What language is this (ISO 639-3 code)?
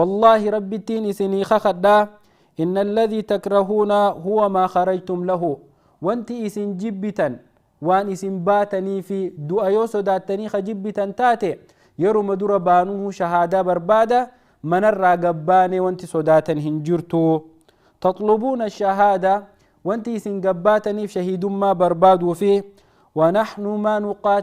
orm